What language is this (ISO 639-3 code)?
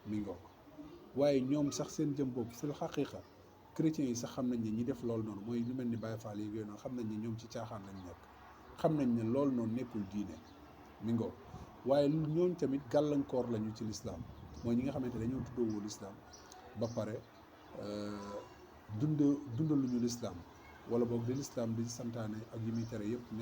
wol